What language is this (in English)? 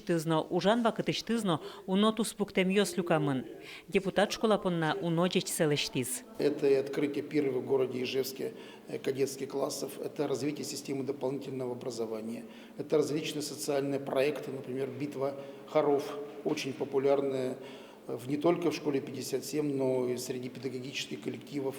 Udmurt